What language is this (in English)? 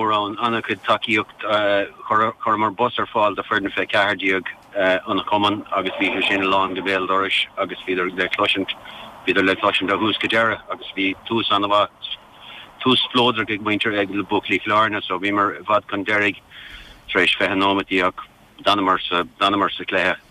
Irish